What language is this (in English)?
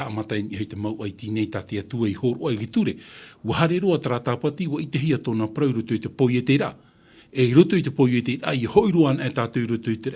Tahitian